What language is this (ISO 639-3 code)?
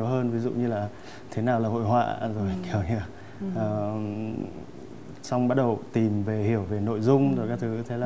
vie